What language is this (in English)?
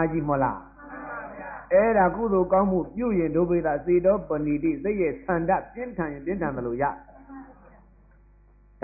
Burmese